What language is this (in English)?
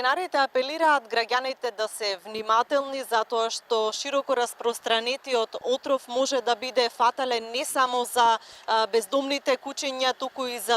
Macedonian